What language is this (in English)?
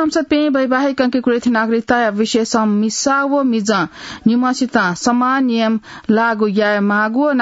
Newari